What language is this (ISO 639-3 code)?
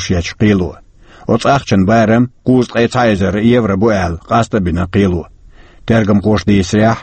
che